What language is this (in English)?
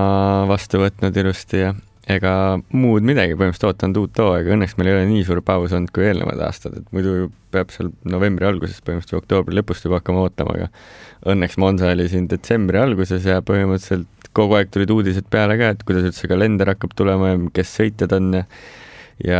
Estonian